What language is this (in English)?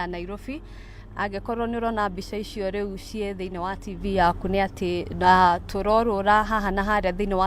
Kikuyu